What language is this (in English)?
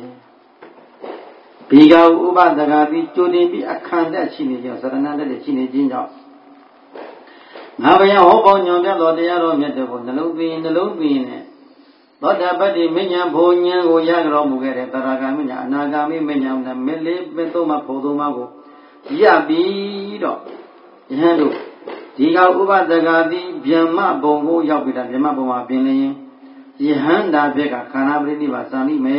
Burmese